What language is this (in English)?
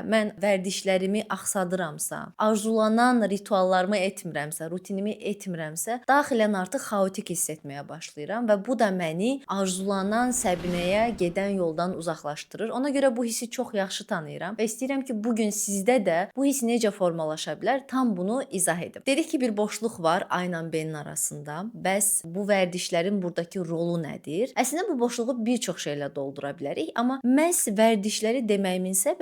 Azerbaijani